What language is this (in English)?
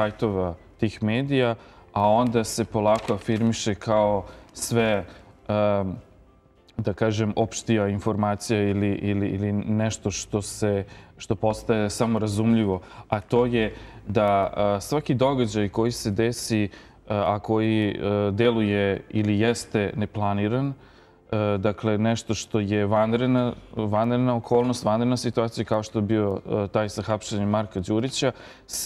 Serbian